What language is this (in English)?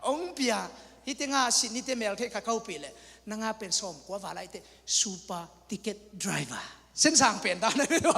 Tedim Chin